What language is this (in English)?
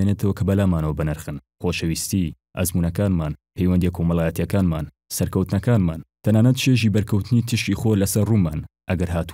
Central Kurdish